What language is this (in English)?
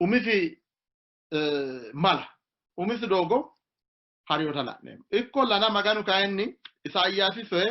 Sidamo